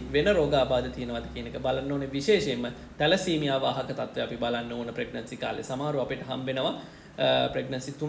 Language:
Sinhala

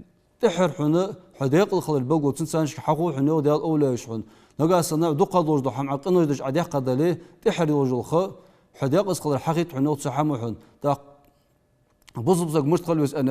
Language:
Ingush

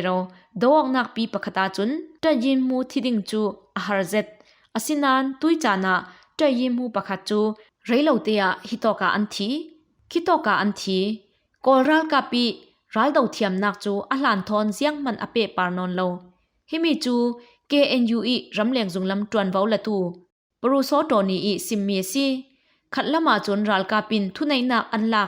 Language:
Falam Chin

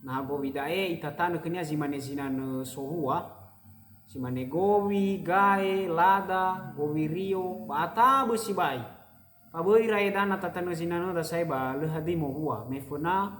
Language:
Nias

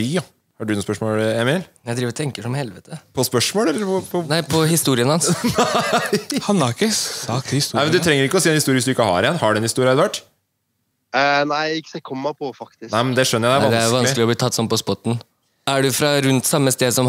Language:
Norwegian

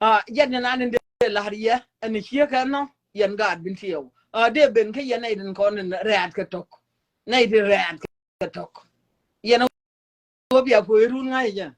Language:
Nuer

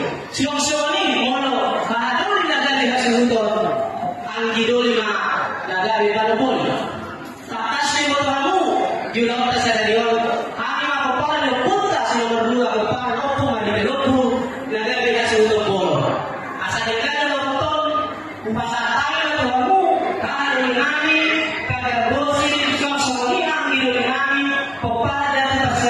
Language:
Batak Toba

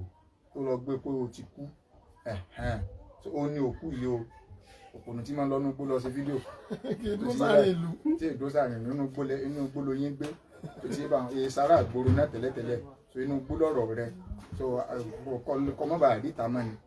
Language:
Yoruba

